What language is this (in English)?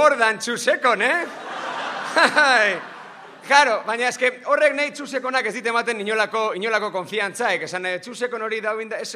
Basque